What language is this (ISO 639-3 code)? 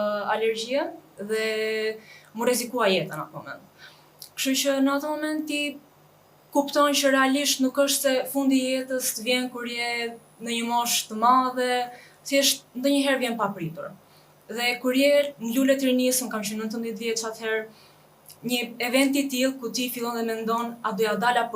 sqi